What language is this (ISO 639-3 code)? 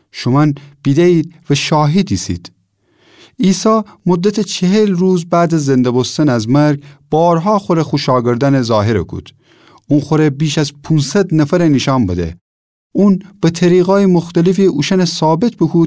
glk